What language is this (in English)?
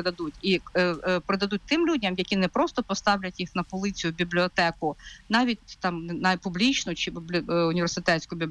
Ukrainian